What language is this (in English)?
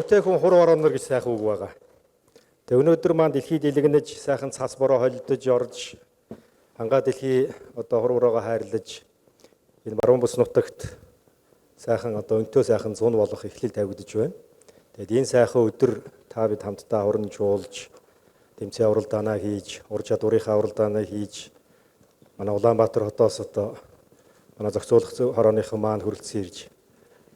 Mongolian